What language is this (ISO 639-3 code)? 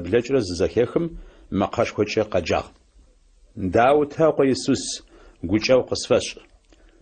ady